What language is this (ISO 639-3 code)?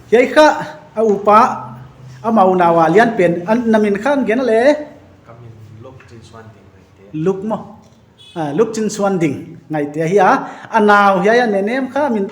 pck